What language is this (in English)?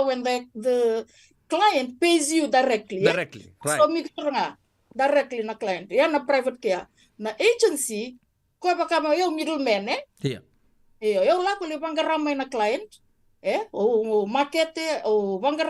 Fijian